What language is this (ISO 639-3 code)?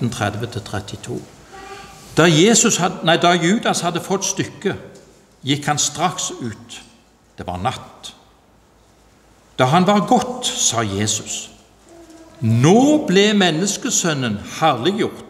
nor